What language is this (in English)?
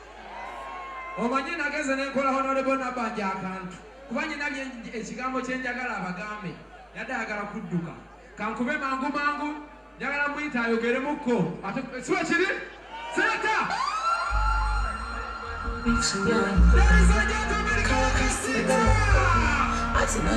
Ganda